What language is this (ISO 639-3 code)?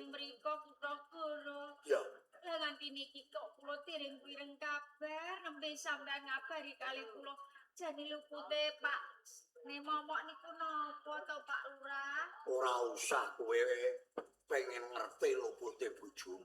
jav